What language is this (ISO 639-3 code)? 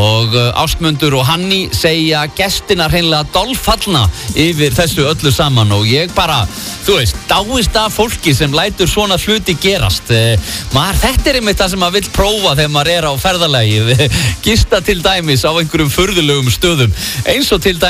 isl